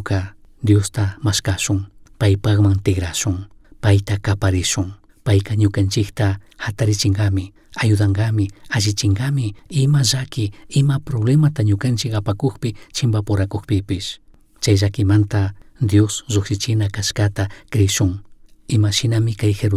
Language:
Chimborazo Highland Quichua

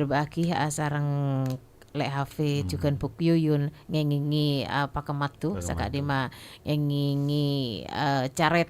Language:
Madurese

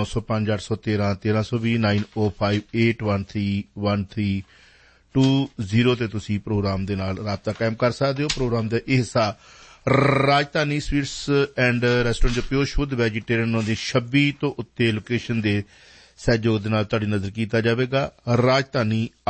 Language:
Punjabi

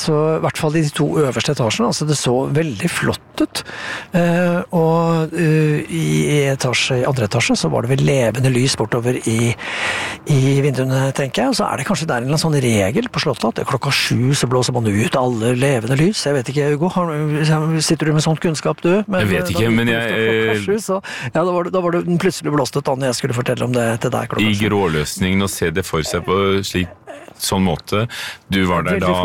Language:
Norwegian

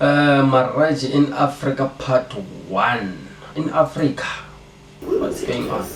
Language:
Tsonga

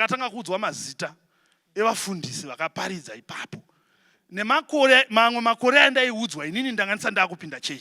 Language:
Shona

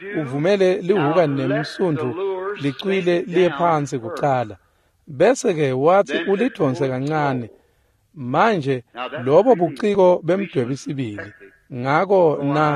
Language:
Swati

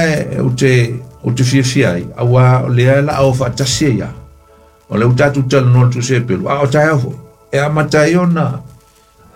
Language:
Samoan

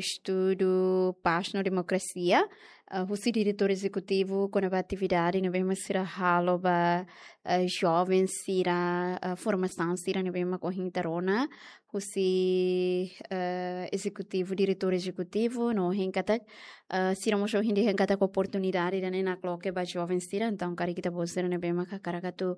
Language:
Tetum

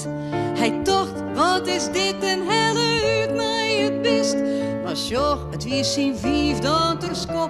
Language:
Western Frisian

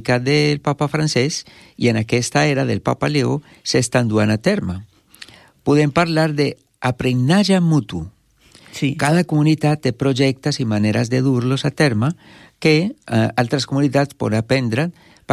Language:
Catalan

